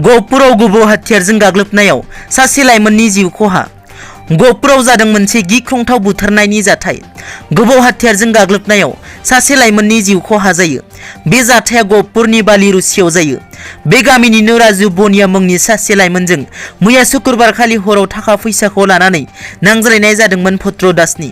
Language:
Bodo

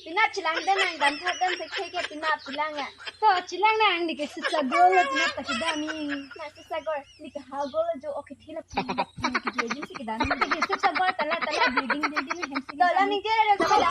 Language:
Karbi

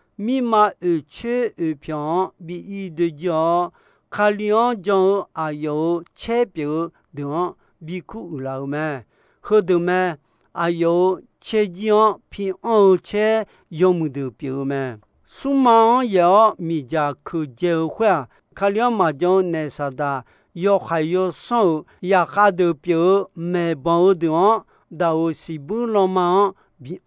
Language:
Akha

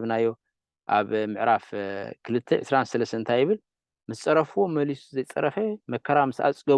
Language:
Tigrinya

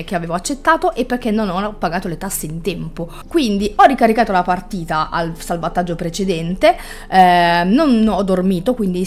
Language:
Italian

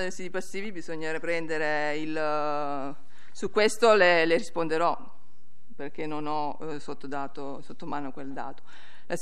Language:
Italian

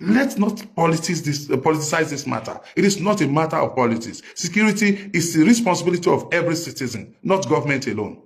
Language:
Yoruba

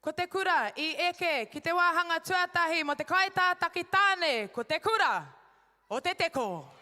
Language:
Māori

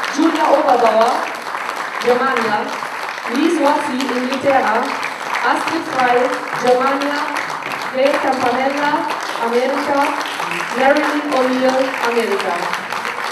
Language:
Italian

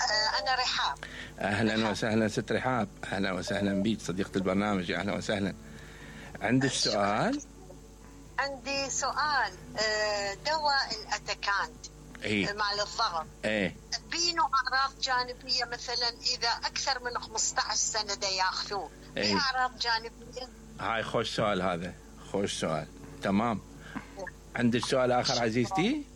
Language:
Mesopotamian Arabic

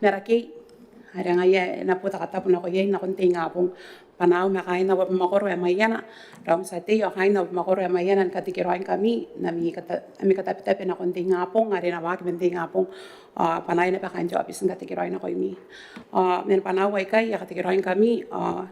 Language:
Gilbertese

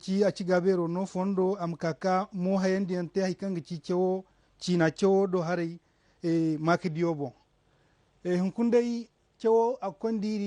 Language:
Zarma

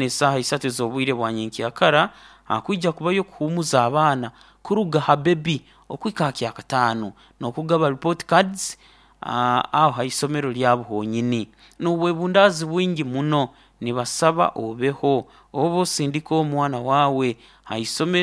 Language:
Nyoro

